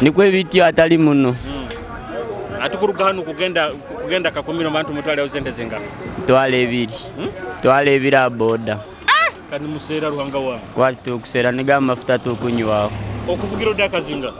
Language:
Nyoro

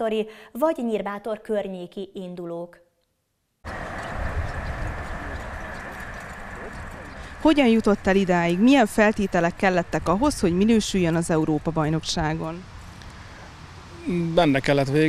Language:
Hungarian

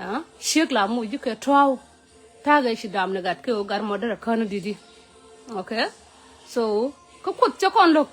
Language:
Nuer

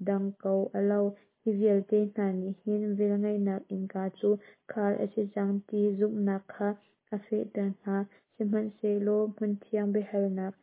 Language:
Hakha Chin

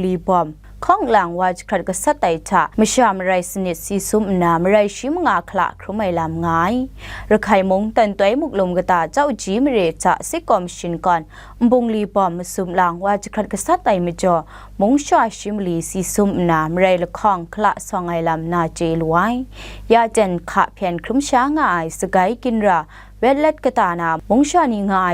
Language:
Kachin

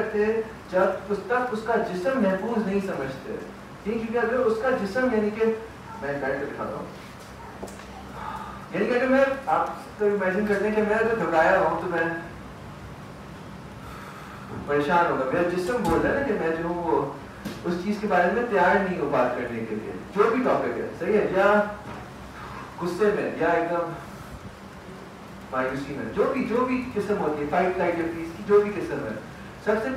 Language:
Urdu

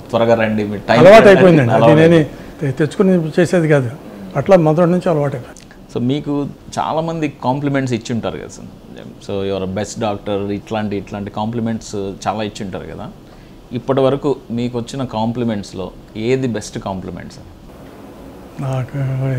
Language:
Telugu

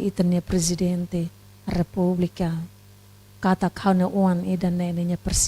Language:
Tetum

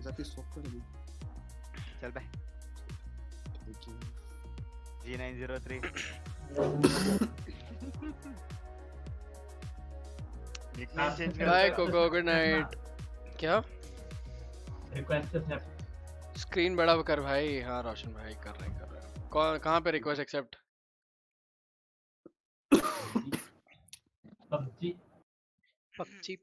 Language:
Hindi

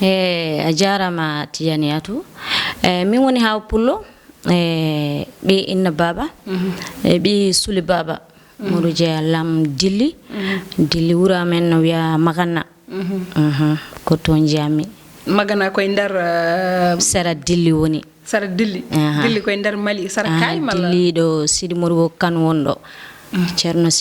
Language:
Fula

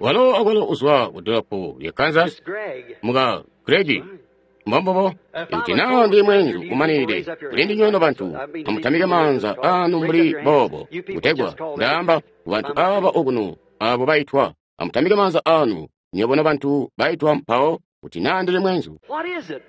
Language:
Tonga (Zambia)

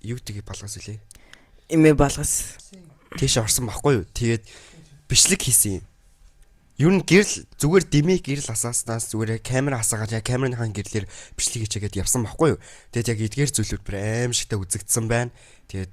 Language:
Mongolian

